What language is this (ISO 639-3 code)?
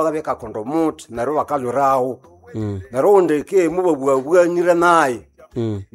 nnb